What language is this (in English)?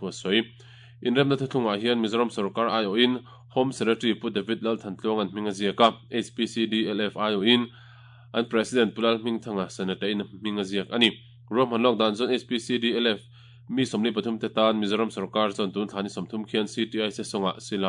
Mizo